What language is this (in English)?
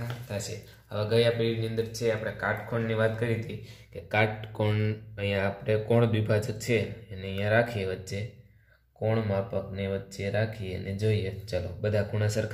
Gujarati